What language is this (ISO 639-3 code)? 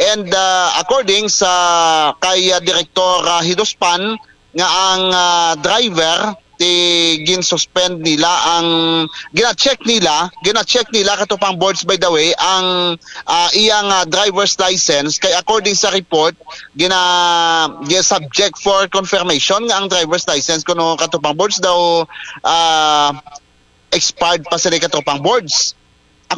hil